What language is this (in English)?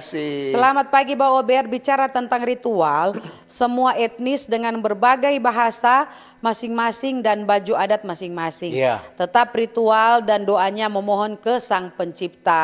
Manado Malay